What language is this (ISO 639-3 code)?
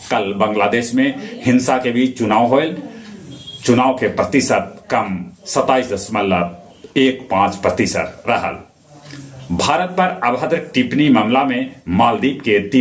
mag